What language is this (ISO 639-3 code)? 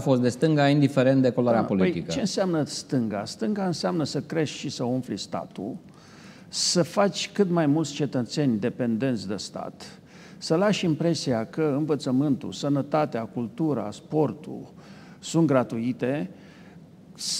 ron